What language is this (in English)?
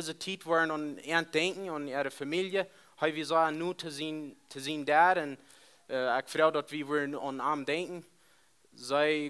Plautdietsch